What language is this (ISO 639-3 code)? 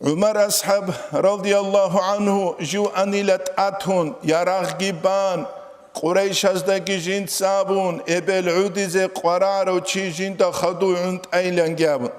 ava